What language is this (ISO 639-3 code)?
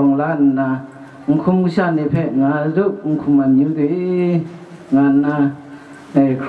kac